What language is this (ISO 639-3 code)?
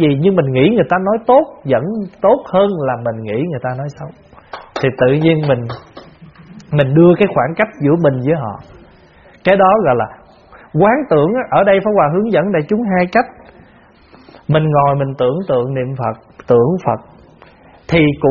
vie